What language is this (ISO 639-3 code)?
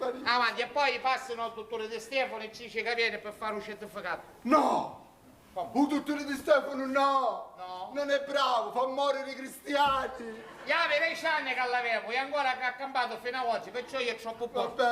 scn